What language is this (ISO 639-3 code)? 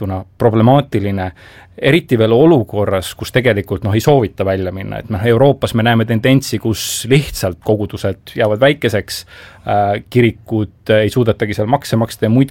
est